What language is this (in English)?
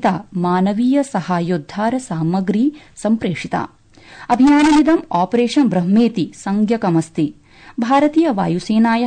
Sanskrit